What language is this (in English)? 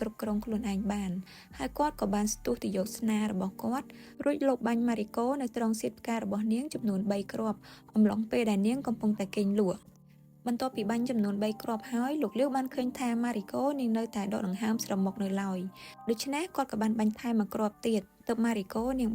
Khmer